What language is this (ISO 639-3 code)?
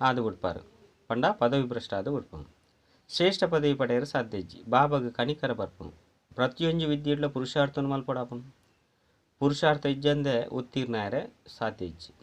tcy